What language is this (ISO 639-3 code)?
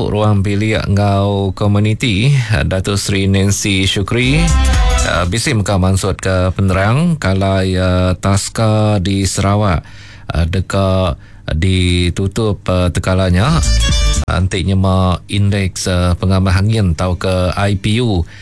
iba